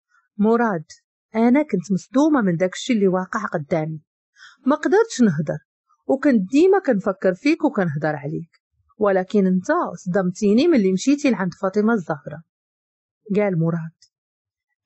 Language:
Moroccan Arabic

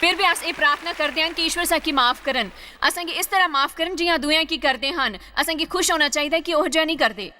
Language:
Dogri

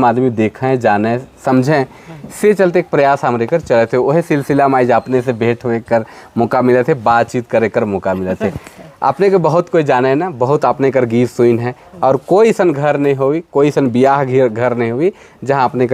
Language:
Sadri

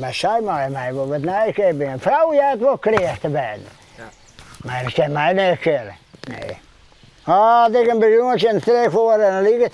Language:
Western Frisian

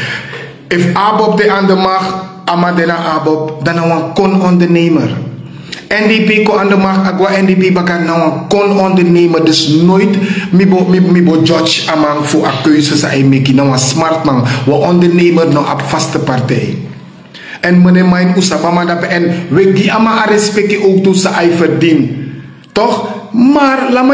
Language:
Sranan Tongo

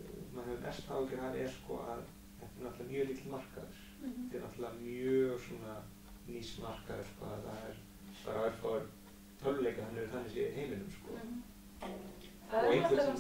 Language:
Icelandic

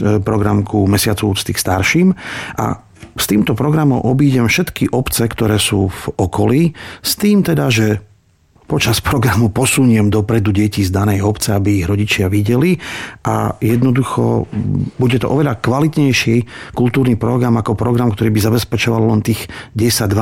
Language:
Slovak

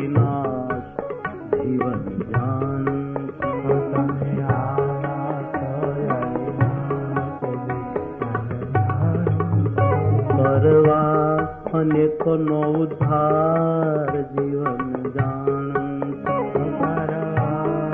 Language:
Gujarati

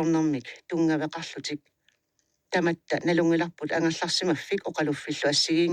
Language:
Kalaallisut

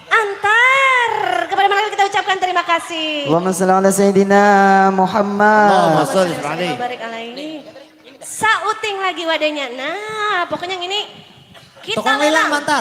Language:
Banjar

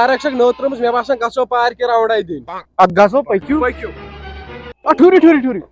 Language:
Kashmiri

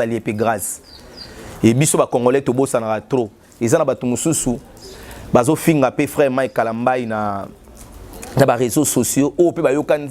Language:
Lingala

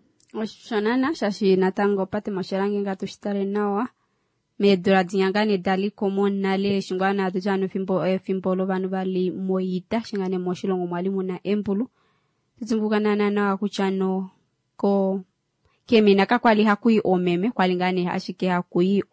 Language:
Kuanyama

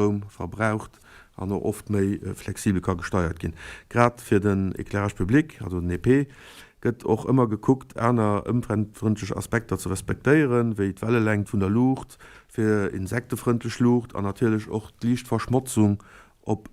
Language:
Luxembourgish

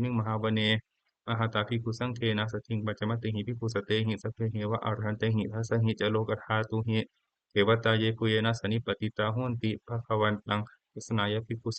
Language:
Pali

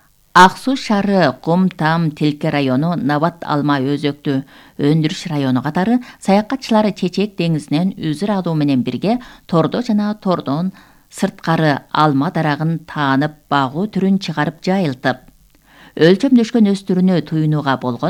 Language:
Kyrgyz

